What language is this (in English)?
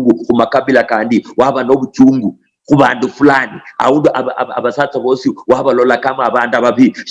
Luyia